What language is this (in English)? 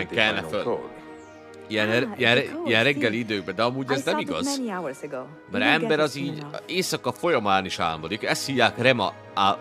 Hungarian